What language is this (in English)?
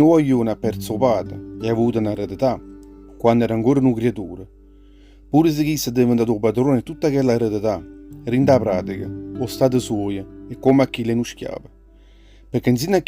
Neapolitan